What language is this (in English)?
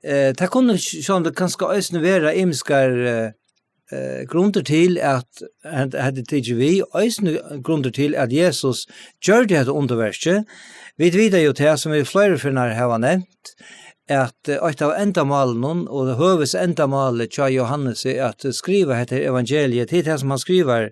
Faroese